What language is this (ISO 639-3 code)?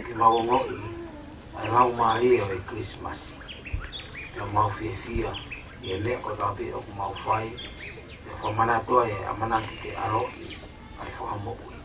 ton